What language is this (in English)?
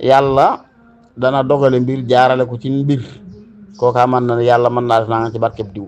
Wolof